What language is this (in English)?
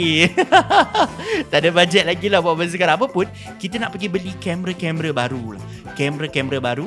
Malay